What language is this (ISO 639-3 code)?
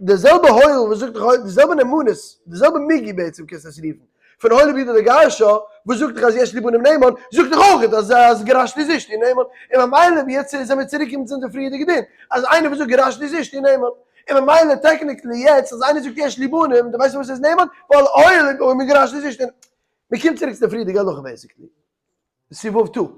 yid